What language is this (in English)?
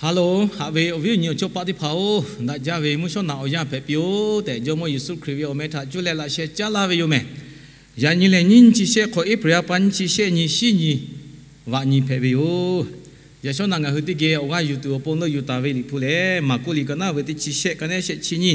Lahu